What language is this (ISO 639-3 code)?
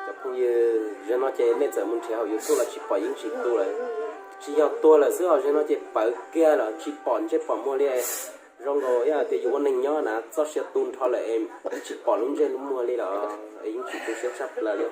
hmn